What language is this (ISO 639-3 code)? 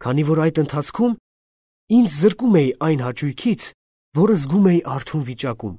hye